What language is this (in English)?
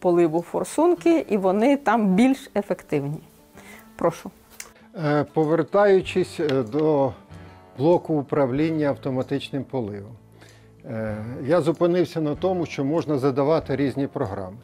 Ukrainian